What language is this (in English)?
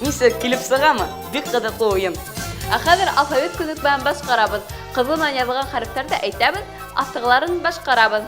Bashkir